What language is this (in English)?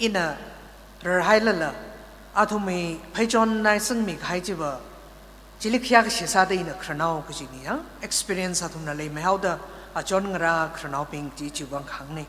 Tangkhul Naga (India)